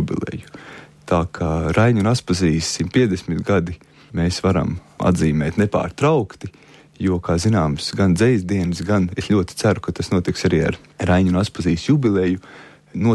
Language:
Latvian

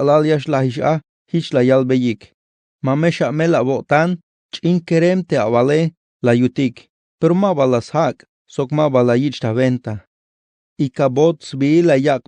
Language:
Tzeltal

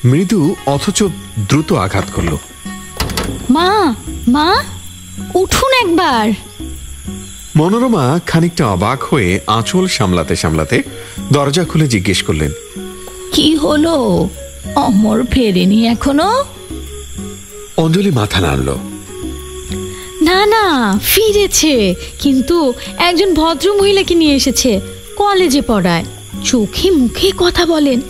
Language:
Bangla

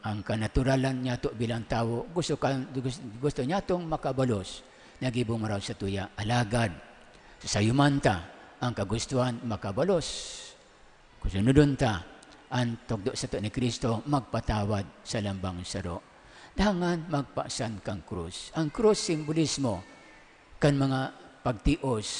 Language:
Bikol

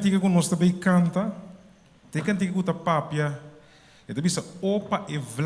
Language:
Papiamento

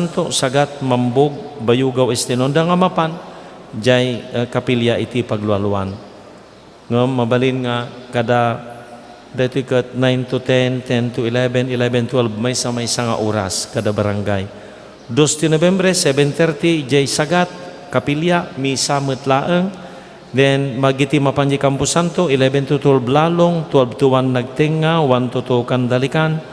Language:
Iloko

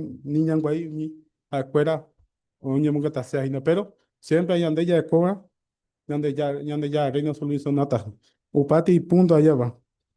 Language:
Guarani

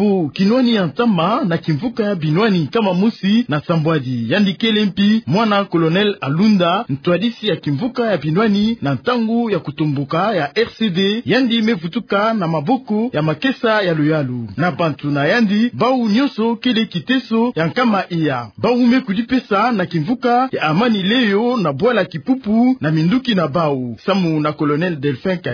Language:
Kituba (Democratic Republic of Congo)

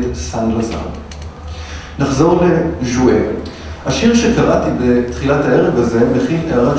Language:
Hebrew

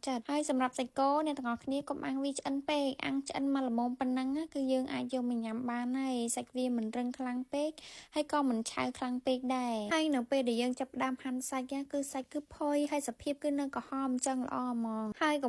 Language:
Khmer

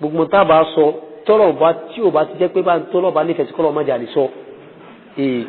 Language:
Yoruba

